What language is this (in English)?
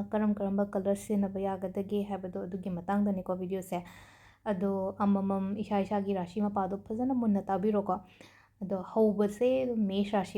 Manipuri